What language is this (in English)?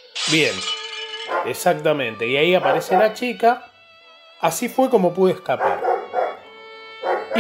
Spanish